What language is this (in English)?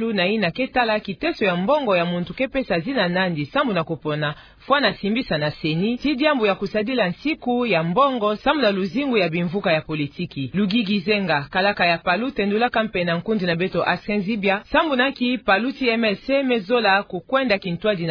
Kituba (Democratic Republic of Congo)